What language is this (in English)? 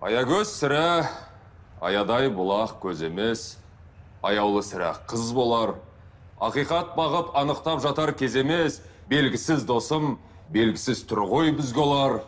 Kazakh